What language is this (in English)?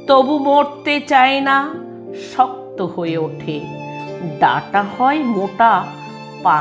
Bangla